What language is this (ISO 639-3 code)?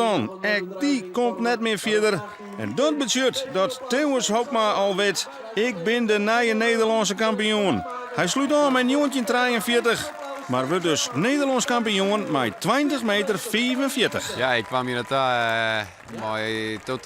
fry